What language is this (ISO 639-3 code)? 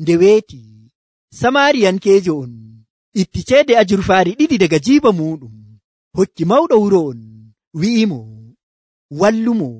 fuv